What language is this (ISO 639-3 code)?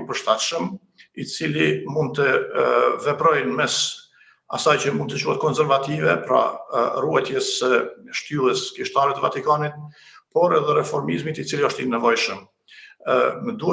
sqi